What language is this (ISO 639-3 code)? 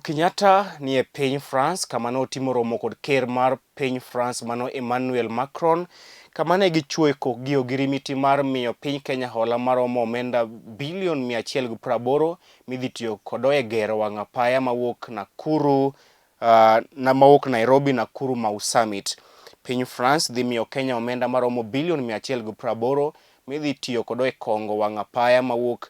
luo